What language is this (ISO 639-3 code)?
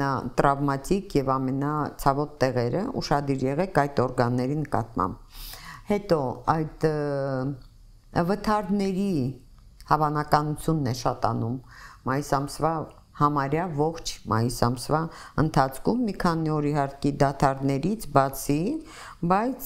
hye